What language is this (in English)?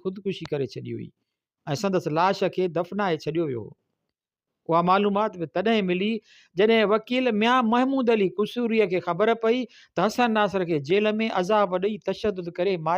Sindhi